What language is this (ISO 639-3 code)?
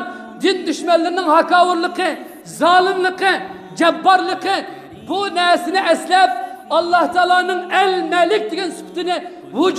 uig